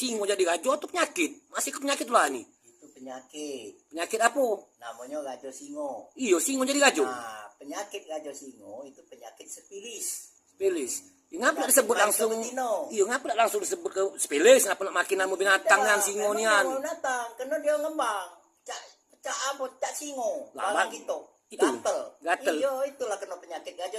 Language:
Musi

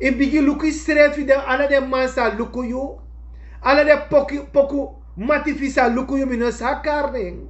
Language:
Sranan Tongo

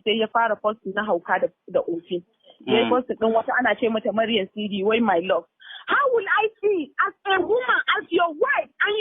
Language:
Hausa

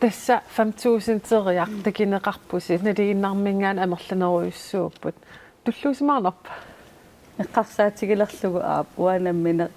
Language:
Kalaallisut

